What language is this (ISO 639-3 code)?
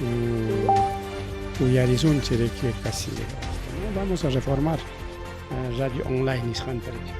quy